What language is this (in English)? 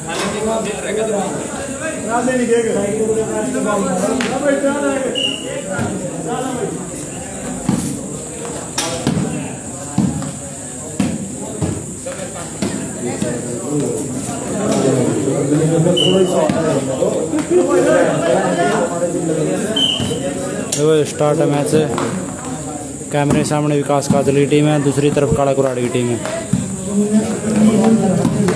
Hindi